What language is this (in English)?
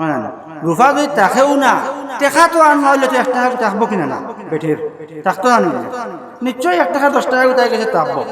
Sylheti